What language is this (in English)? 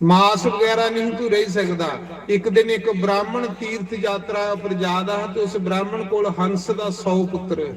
Dogri